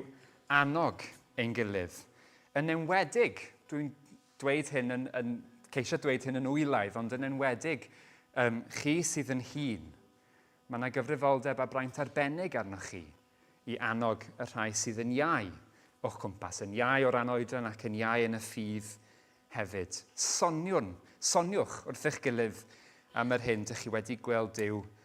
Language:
Welsh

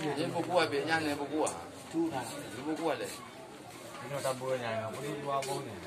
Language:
Achinese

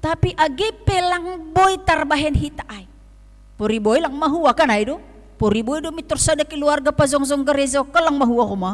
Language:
Batak Simalungun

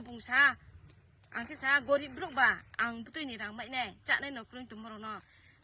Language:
Riang (India)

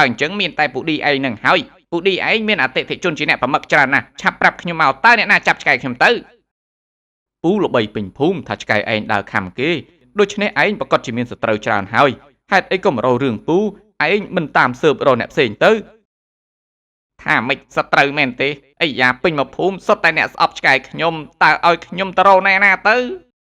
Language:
Khmer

